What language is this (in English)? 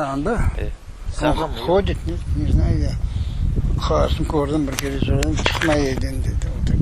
Crimean Tatar